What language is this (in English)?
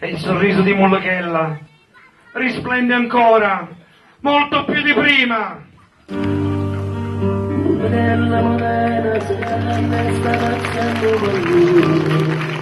Neapolitan